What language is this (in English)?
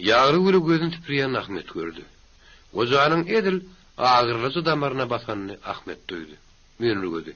Turkmen